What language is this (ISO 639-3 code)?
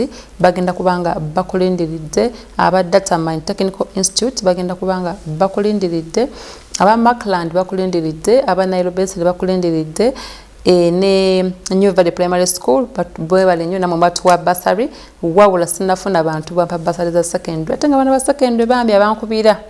lug